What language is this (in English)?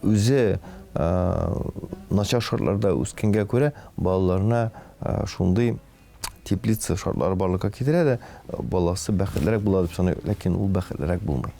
Tatar